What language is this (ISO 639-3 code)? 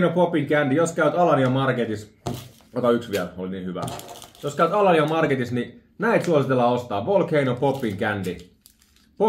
fin